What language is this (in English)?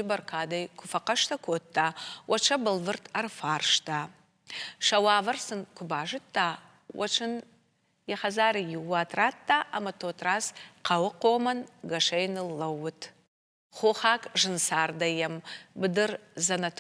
Ossetic